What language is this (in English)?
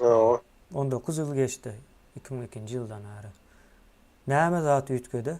Turkmen